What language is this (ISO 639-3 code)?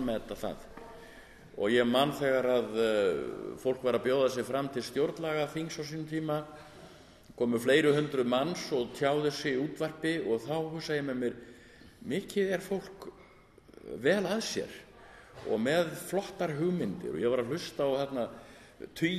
isl